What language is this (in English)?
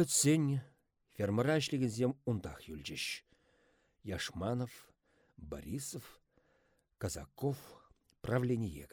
Chuvash